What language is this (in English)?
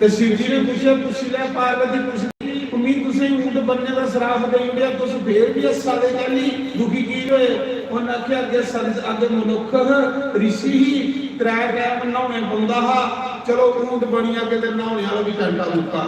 Dogri